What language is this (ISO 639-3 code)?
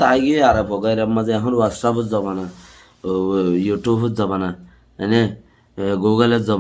rhg